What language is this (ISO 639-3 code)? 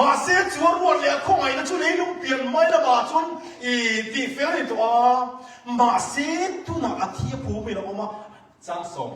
cnh